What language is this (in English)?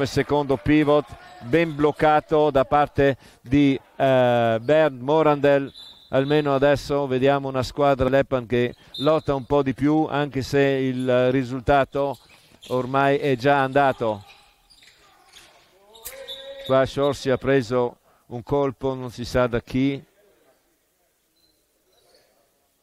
Italian